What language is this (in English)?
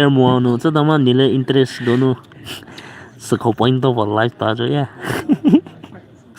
Poumei Naga